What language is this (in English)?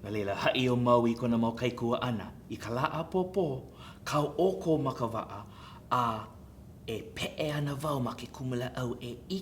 Hawaiian